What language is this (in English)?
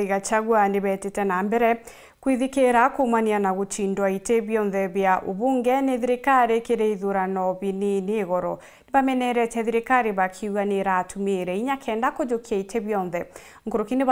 Meru